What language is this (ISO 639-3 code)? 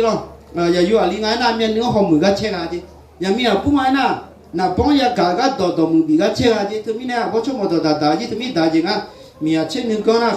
ahk